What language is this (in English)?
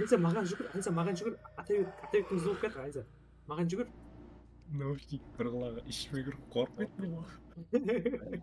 Kara-Kalpak